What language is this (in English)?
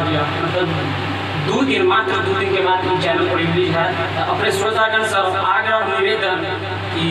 Maithili